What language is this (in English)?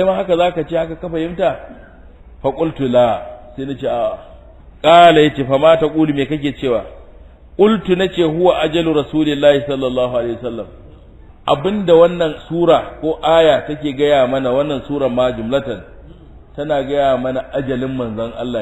Hausa